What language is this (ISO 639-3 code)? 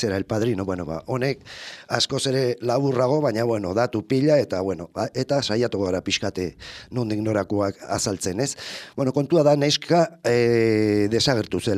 eus